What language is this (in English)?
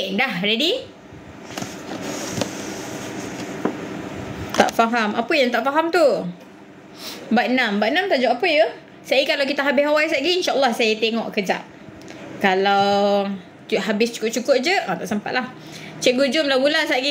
Malay